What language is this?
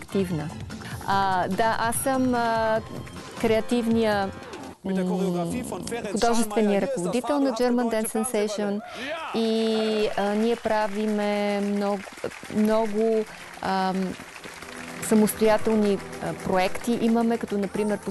Bulgarian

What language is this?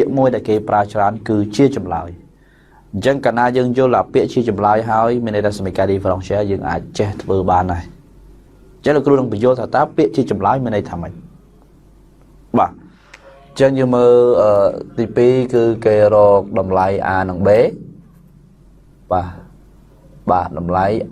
Khmer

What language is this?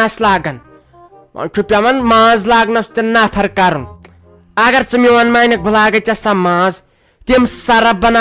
Kashmiri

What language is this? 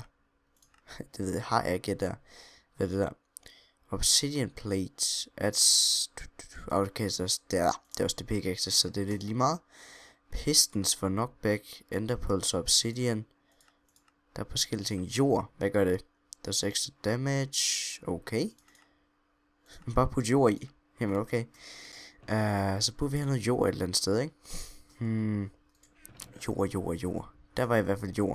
Danish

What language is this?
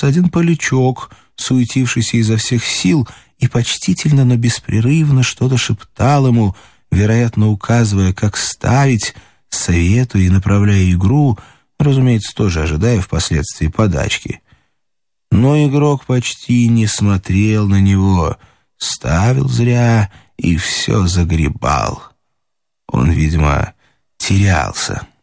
Russian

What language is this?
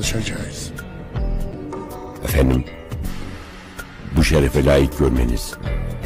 Turkish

